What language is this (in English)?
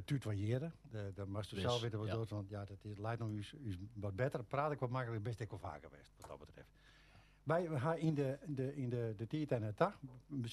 Western Frisian